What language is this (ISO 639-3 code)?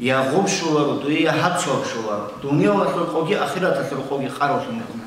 ava